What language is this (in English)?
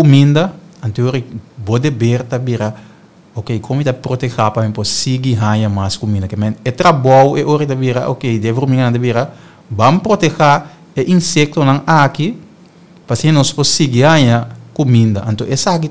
Papiamento